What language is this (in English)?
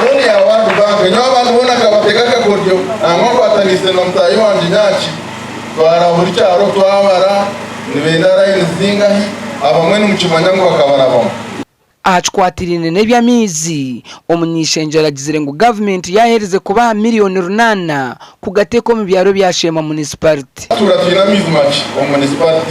Nyankole